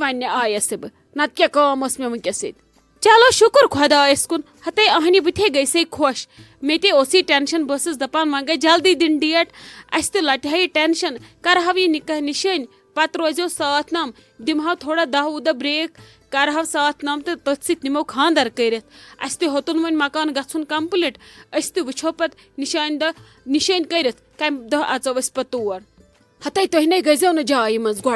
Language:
Kashmiri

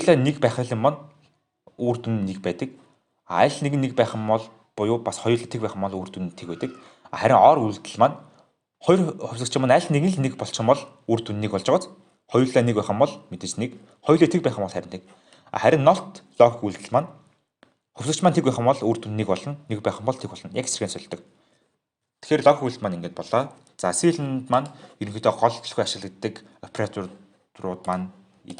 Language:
Mongolian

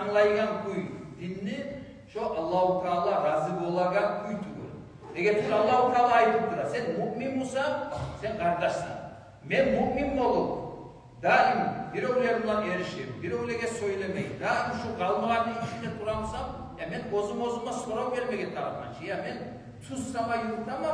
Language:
Kumyk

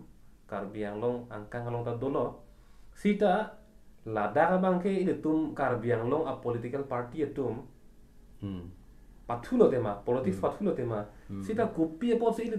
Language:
Karbi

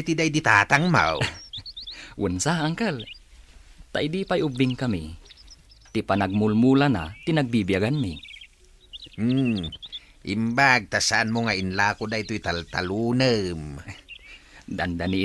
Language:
Iloko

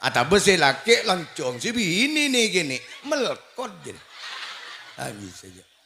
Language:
Madurese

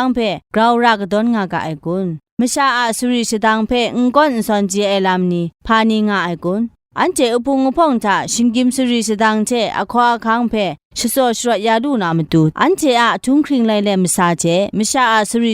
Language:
Kachin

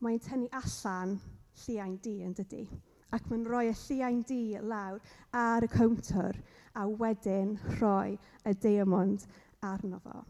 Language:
Welsh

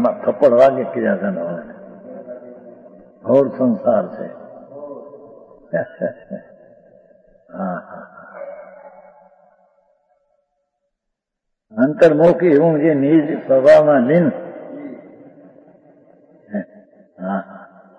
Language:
Gujarati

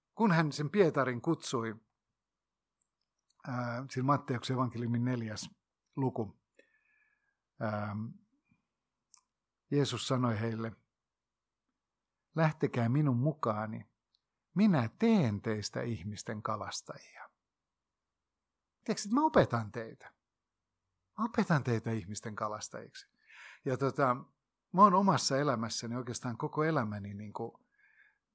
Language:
Finnish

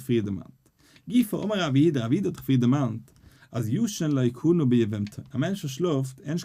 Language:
Yiddish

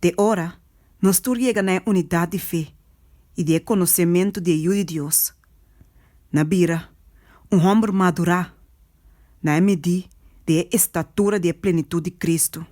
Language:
Papiamento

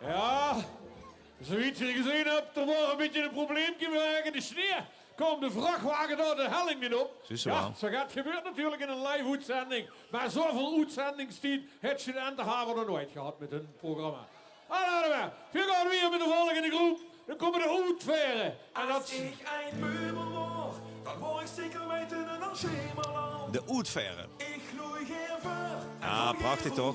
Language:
Limburgish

